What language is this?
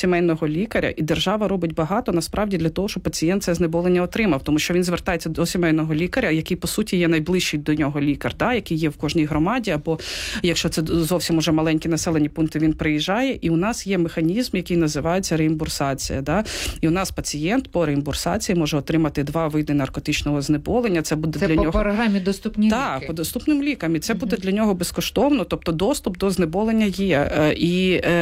Ukrainian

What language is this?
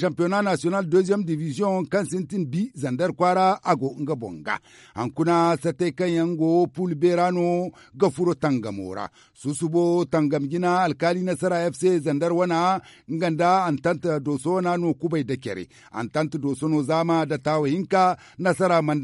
Zarma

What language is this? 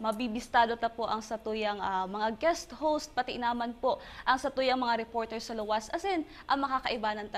Bikol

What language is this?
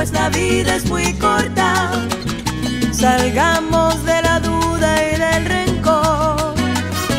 Spanish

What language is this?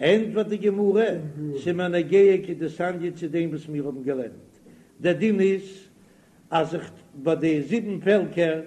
Yiddish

